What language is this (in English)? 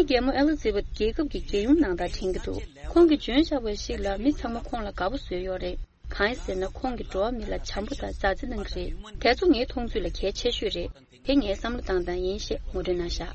Tibetan